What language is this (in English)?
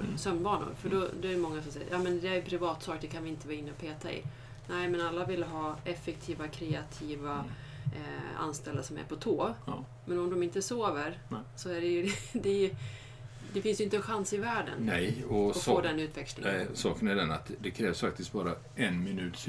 Swedish